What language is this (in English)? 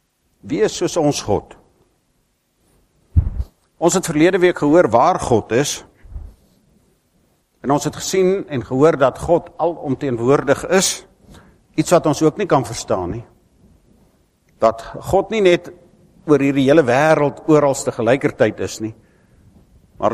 Afrikaans